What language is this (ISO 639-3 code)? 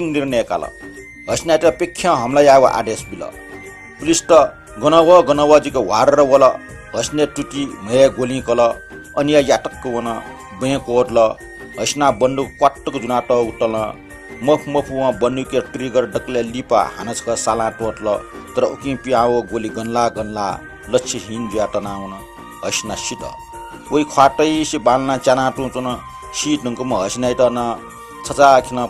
new